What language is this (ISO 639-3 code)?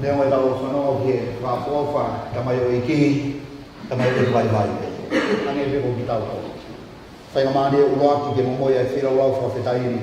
ton